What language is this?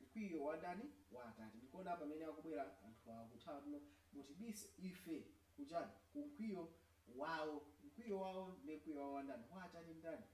Nyanja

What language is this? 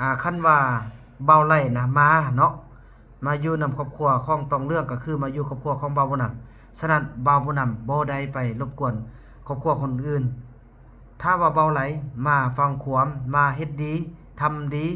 Northeastern Thai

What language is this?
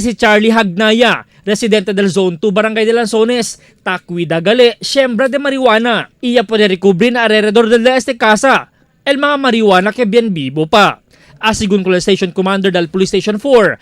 Chavacano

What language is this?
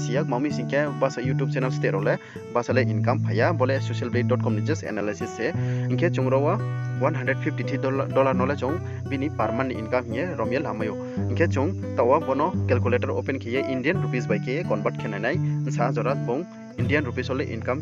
Riang (India)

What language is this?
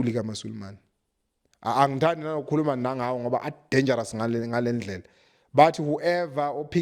Zulu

